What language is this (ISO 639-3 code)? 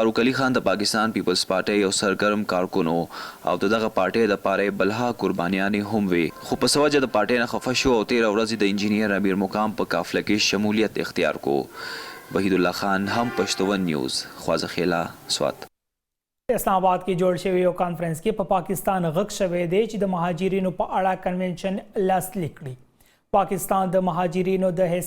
pus